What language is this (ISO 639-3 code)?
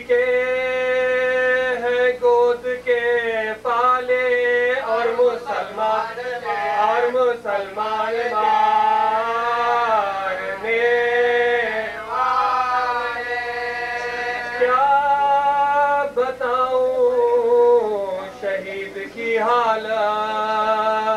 urd